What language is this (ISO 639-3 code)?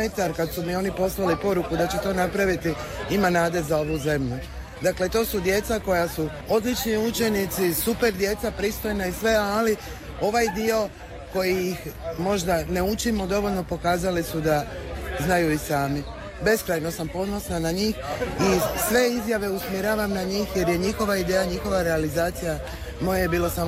hrv